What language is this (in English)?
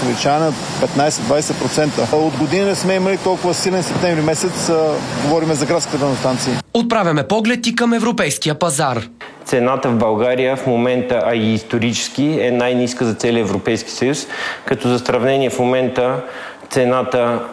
Bulgarian